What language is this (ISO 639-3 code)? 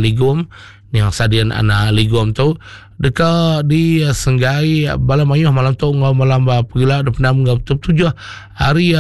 iba